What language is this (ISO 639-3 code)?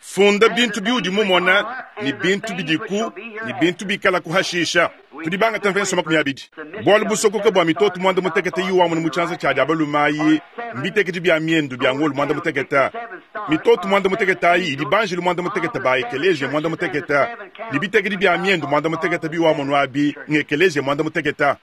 lua